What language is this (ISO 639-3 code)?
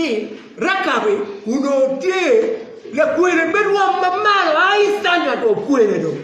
ach